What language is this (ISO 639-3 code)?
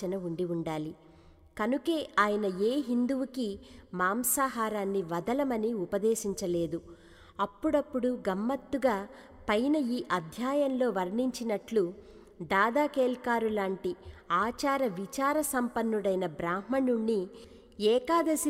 tel